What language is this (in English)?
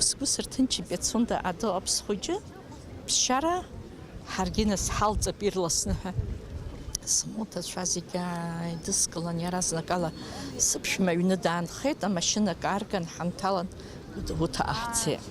Abkhazian